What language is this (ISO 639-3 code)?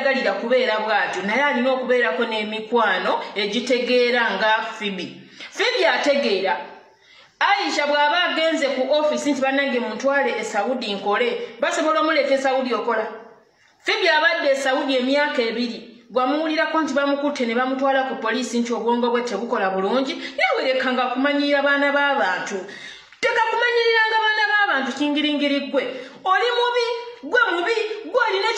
lug